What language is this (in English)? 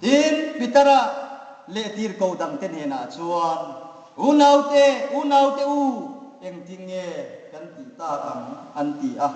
Hmar